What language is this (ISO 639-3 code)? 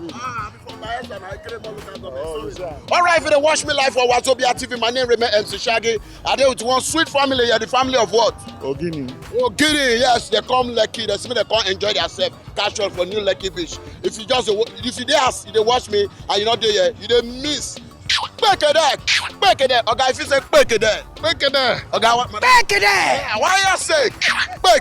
pcm